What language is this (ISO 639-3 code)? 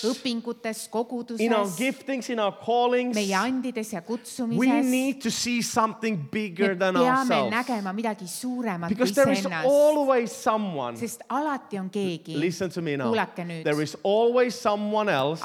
est